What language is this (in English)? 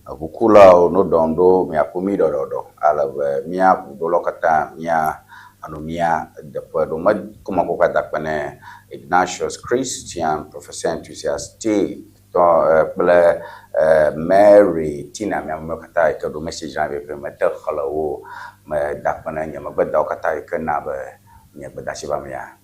Ewe